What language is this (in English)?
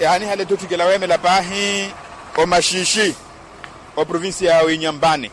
Makhuwa